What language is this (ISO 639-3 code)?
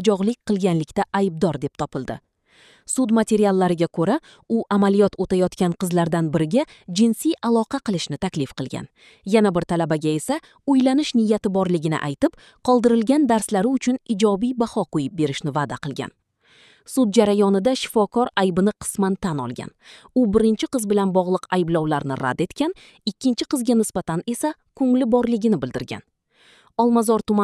uzb